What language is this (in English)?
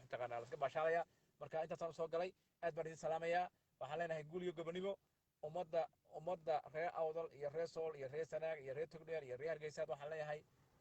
Somali